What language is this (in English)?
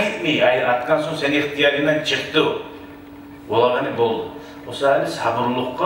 Kumyk